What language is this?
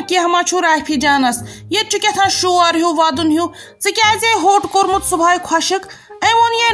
Kashmiri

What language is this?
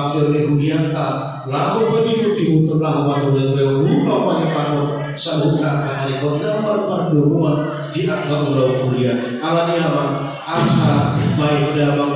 Batak Toba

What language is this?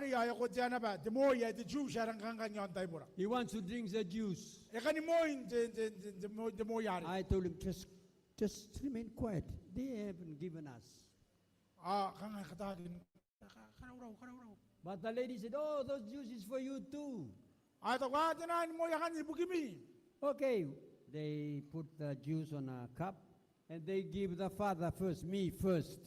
Gilbertese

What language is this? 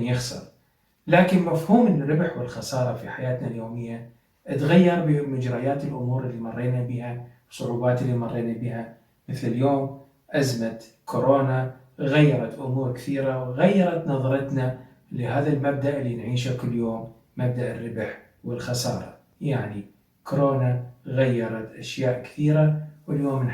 Mesopotamian Arabic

